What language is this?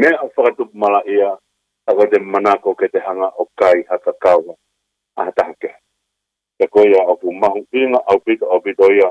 Tongan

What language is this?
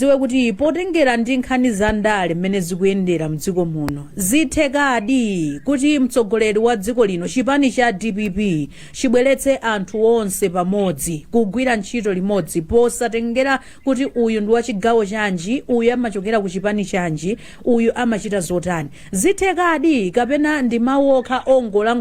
Nyanja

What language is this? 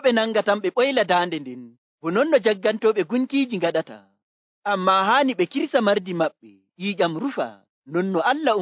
Nigerian Fulfulde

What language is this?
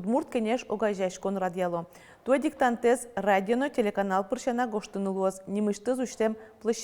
Udmurt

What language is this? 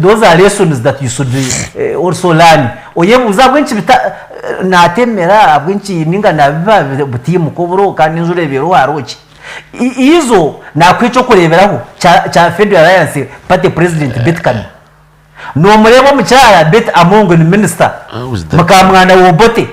Nyankole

